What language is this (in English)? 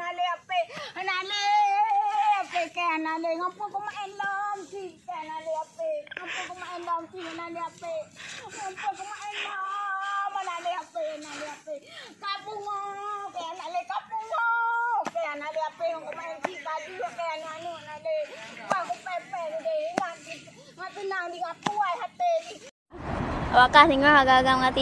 Achinese